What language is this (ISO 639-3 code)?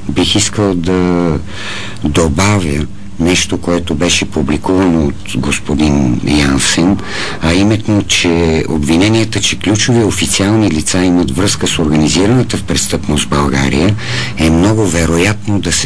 bul